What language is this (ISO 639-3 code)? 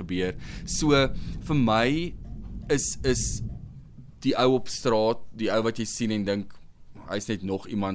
afr